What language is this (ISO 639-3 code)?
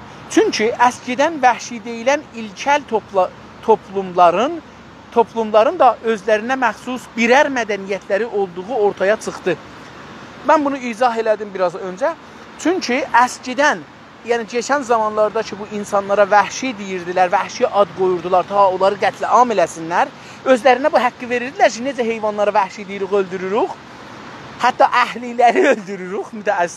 azb